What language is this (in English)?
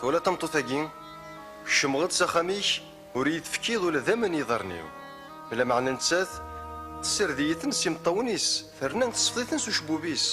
Kabyle